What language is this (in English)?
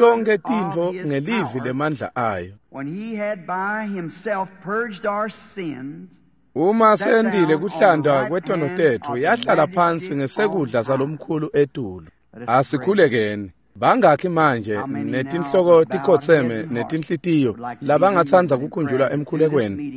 Swati